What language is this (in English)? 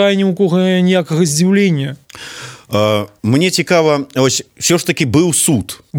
Belarusian